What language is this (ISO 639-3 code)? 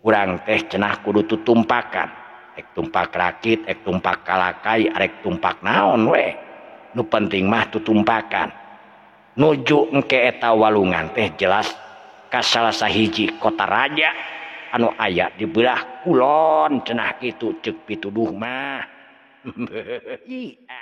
sun